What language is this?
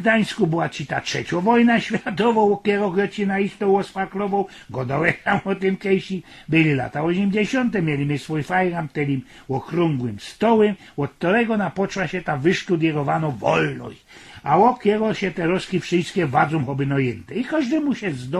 Silesian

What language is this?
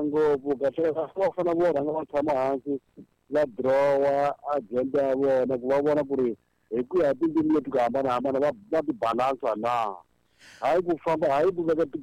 Tsonga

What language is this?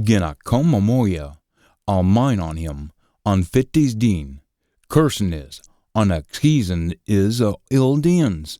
Scots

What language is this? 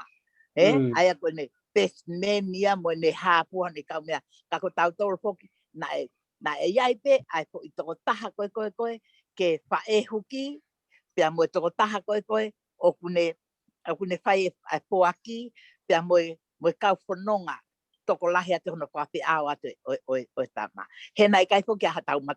Tongan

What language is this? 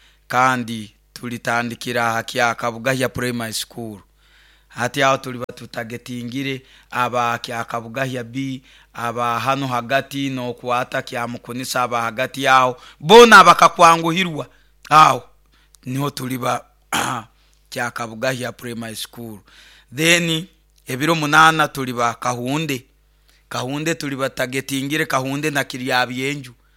Nyoro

